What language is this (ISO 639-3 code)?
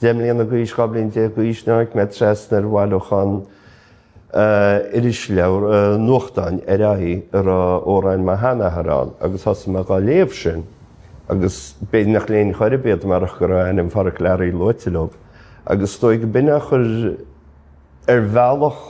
gle